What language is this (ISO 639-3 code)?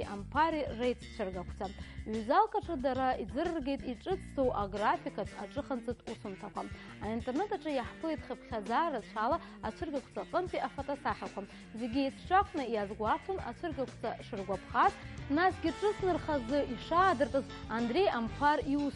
abk